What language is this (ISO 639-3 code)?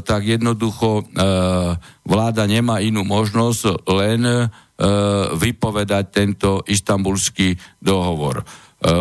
slk